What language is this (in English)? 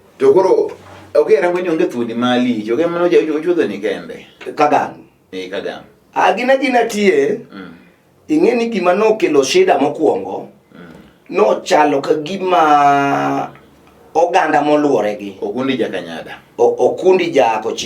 Luo (Kenya and Tanzania)